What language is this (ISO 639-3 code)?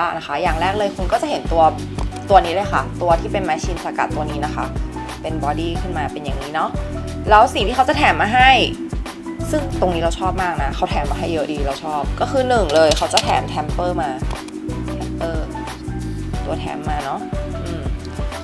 tha